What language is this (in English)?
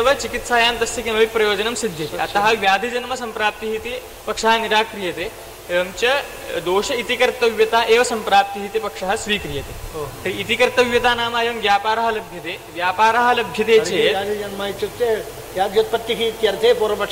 Sanskrit